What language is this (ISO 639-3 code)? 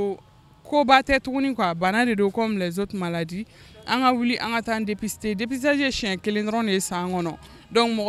bam